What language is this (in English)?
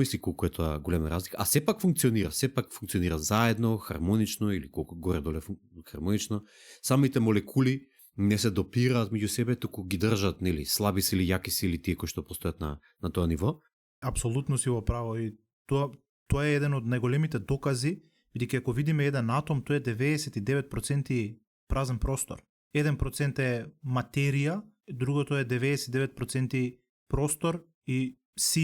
Macedonian